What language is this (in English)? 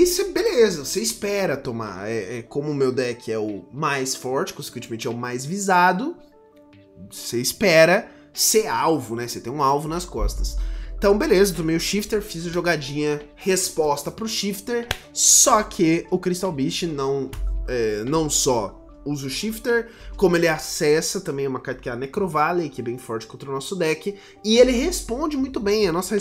Portuguese